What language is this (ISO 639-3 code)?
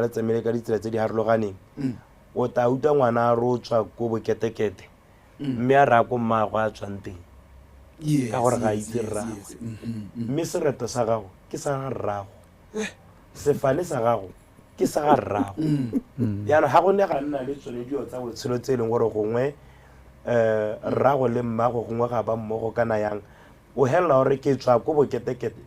tsn